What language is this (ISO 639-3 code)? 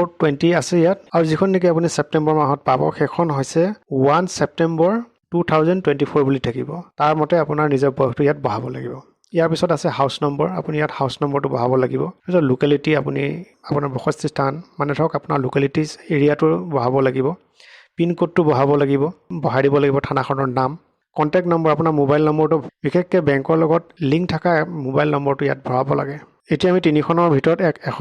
asm